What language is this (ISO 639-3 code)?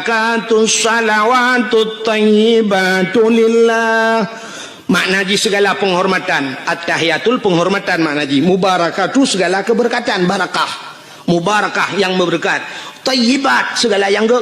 ace